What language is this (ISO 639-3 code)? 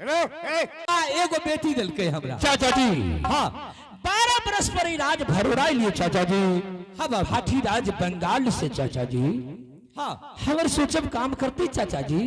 anp